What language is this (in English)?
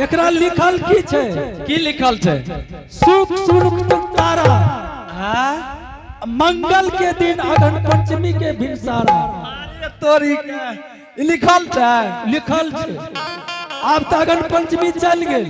Angika